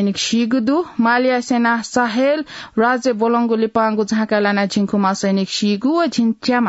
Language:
Newari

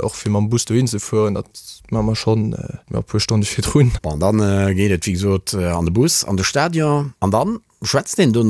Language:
Luxembourgish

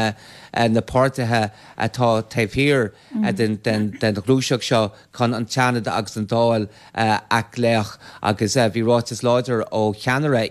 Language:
Irish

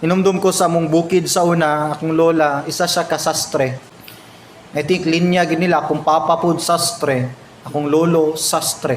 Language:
Cebuano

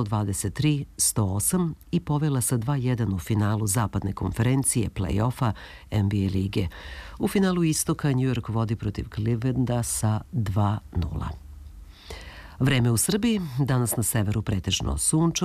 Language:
Serbian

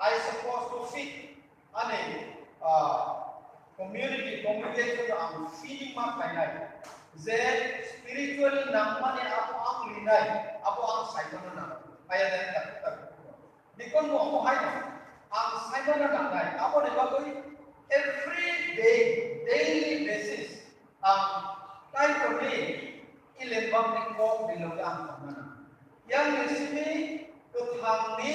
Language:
Kok Borok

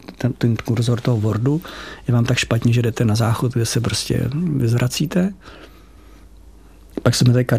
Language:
Czech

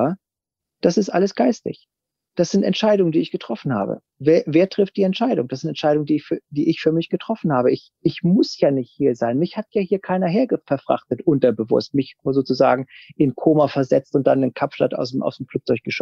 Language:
German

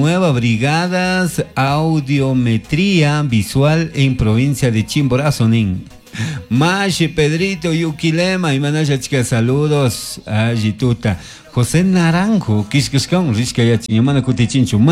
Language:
Chimborazo Highland Quichua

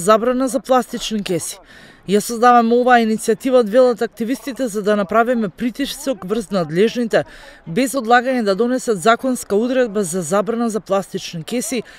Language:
Macedonian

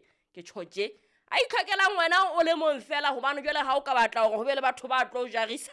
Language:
Southern Sotho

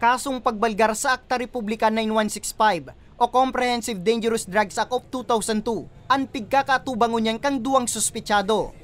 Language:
Bikol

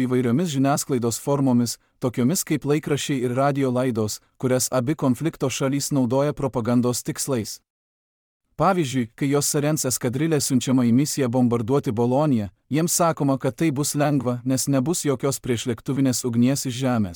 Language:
Lithuanian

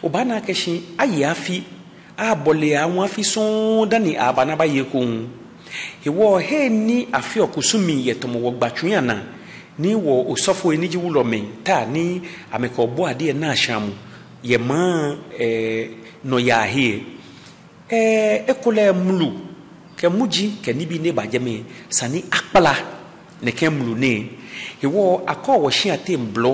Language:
Ga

